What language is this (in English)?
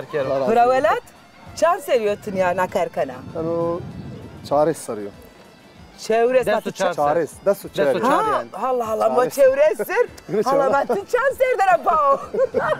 Zaza